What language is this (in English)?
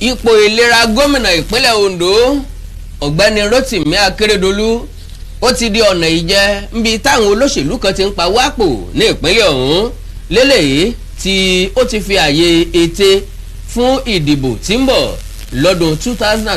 Yoruba